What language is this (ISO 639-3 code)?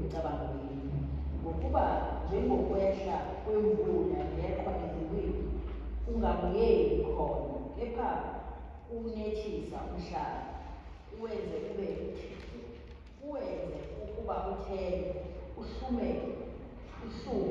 zul